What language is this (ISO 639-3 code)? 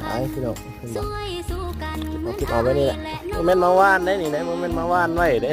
lao